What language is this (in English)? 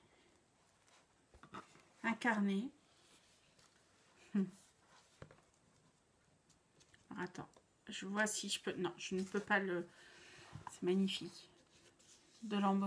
French